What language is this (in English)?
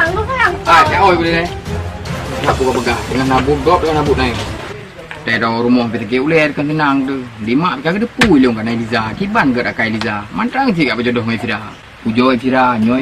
Achinese